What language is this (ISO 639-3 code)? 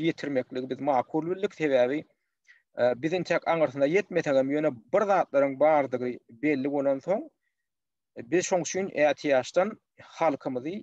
tuk